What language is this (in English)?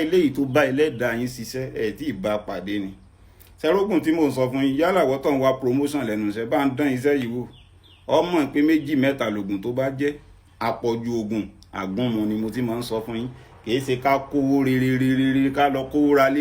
Yoruba